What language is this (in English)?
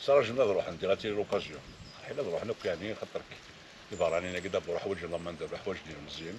Kabyle